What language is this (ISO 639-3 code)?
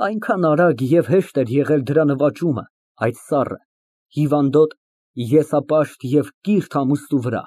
hye